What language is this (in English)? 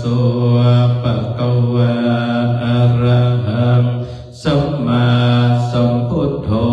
Pali